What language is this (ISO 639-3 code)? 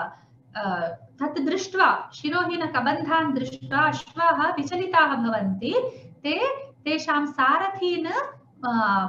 san